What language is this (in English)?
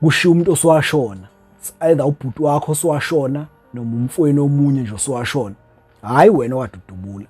Zulu